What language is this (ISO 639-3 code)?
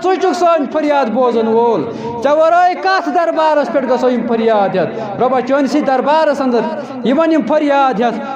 kas